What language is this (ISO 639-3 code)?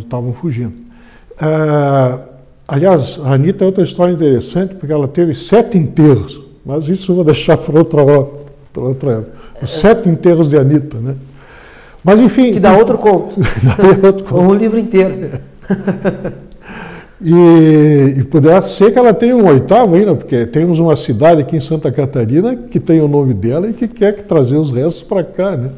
por